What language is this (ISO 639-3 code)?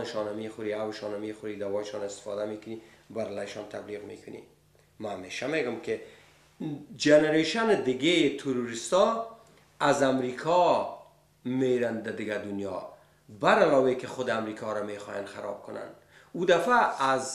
fas